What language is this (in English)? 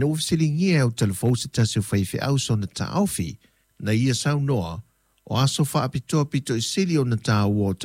Samoan